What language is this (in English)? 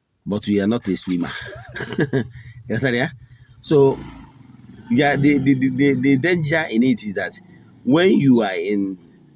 Igbo